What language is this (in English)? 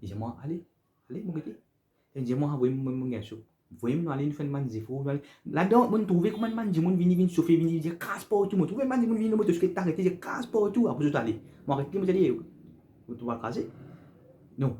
Morisyen